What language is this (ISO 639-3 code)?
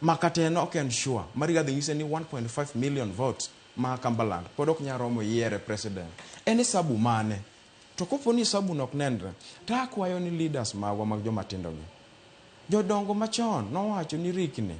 luo